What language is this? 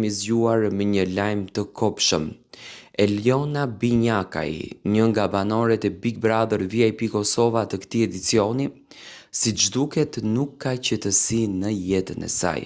Albanian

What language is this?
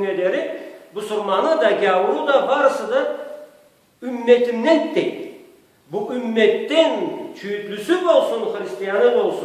Karachay-Balkar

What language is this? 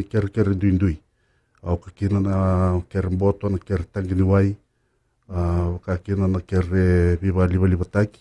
Fijian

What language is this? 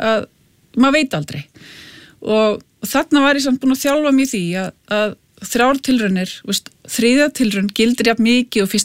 Icelandic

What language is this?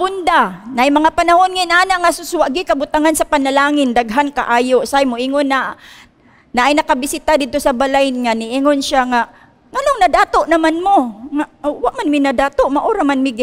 Cebuano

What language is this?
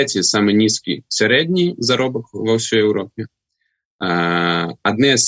Belarusian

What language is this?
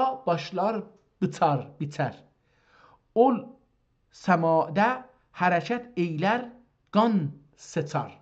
South Azerbaijani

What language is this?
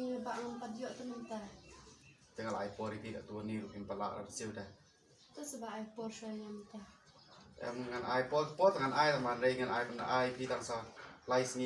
Khasi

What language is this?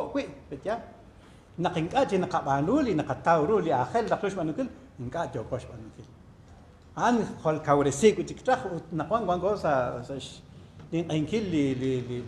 Kekchí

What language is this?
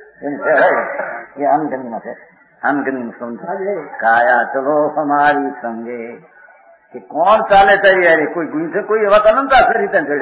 Gujarati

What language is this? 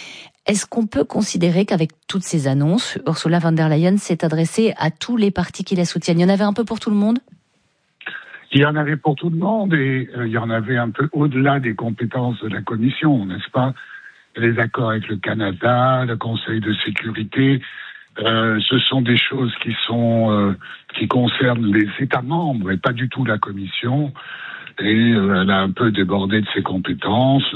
French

